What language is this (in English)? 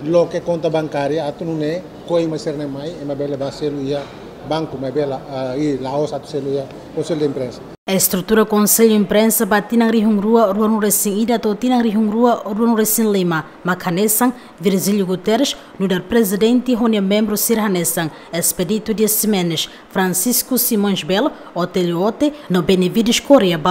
Tetum